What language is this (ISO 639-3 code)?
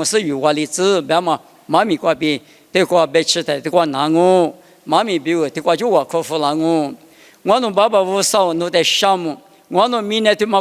lis